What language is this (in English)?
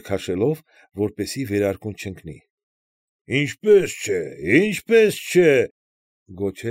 Armenian